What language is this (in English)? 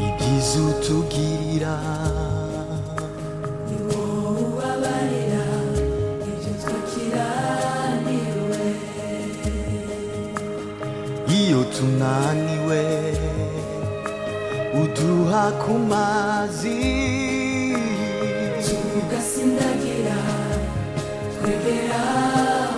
Kinyarwanda